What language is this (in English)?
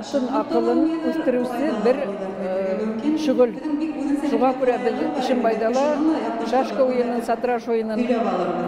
Bashkir